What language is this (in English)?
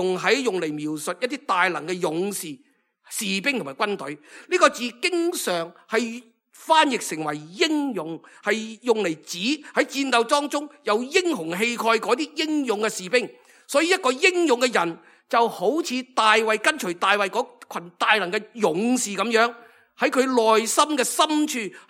Cantonese